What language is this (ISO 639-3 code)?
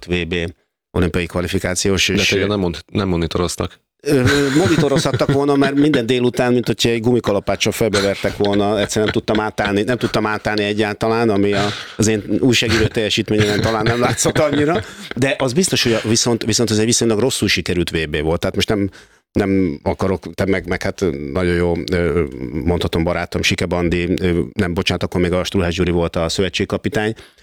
hun